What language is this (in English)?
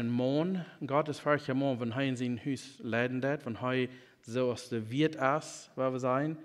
Plautdietsch